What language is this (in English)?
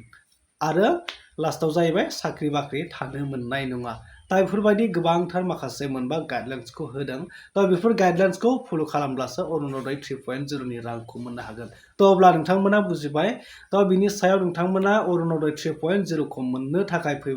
Bodo